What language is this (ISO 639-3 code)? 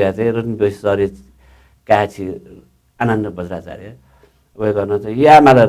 new